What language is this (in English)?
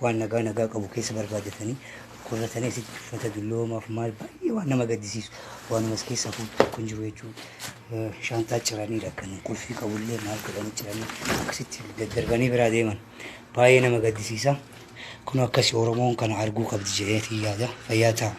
Oromo